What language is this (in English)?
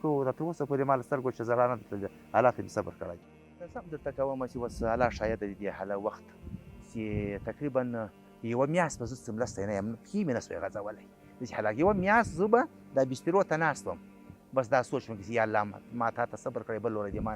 Pashto